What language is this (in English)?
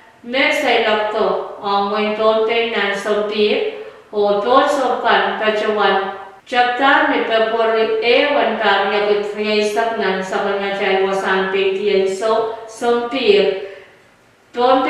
Pohnpeian